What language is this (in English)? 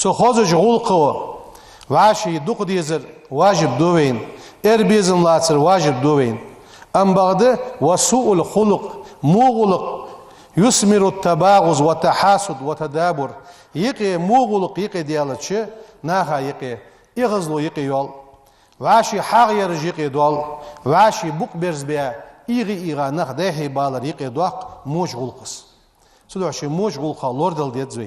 Ingush